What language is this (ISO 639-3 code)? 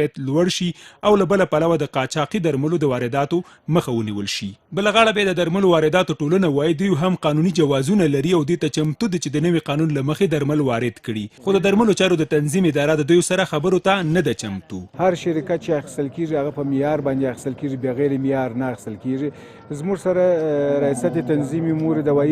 pus